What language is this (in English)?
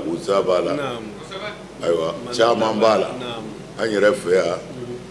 Bambara